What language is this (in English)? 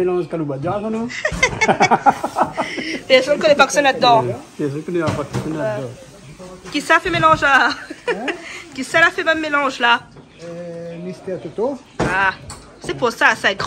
Réunion Creole French